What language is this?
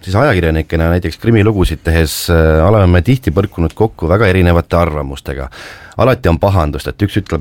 Estonian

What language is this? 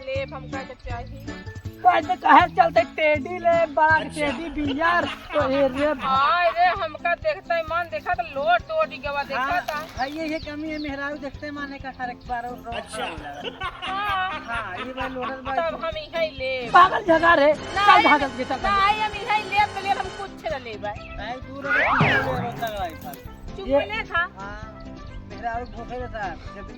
Awadhi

